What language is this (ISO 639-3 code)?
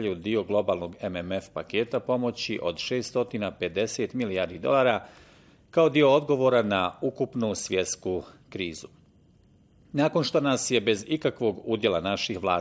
bos